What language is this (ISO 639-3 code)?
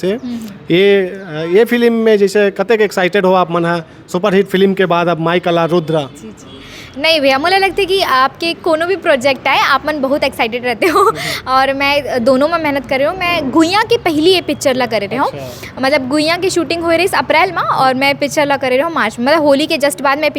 hne